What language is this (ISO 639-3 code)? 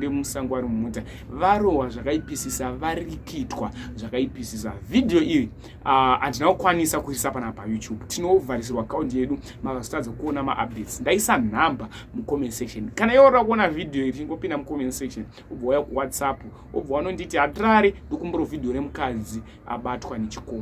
sna